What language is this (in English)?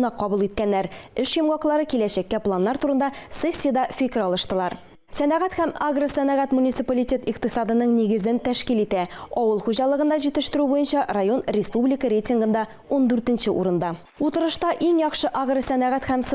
Tatar